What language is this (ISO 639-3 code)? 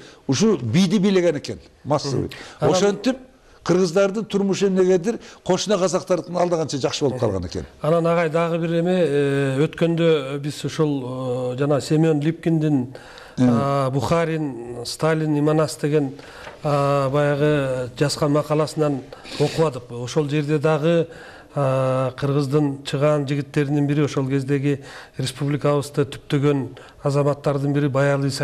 kir